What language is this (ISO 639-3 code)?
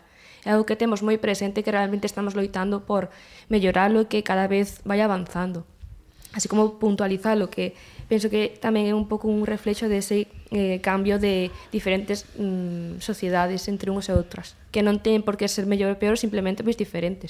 glg